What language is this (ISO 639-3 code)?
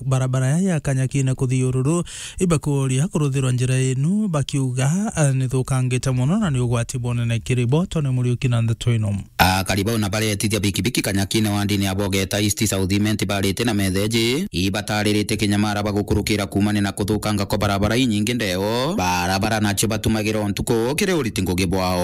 mer